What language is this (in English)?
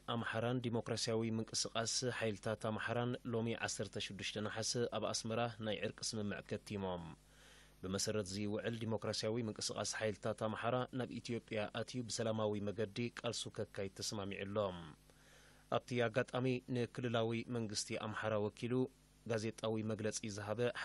Tigrinya